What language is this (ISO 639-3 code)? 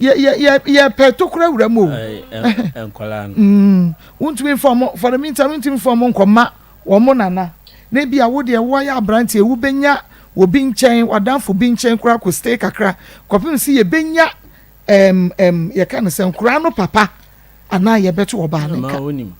aka